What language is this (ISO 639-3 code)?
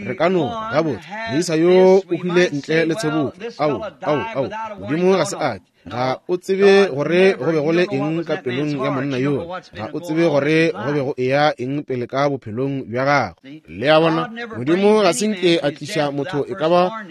nso